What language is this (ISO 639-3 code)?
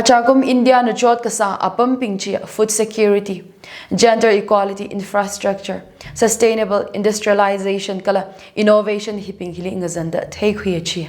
nmf